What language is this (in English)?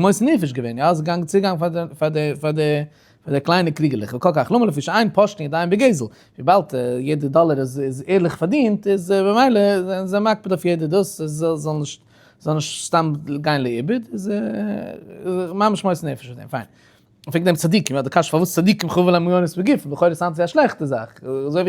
Yiddish